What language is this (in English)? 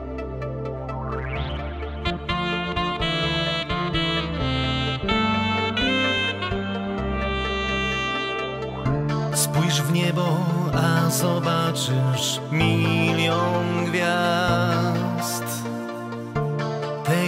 Polish